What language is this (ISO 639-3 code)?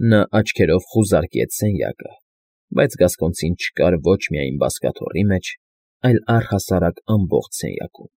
hye